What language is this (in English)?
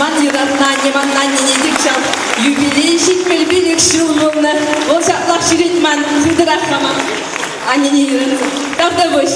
Chuvash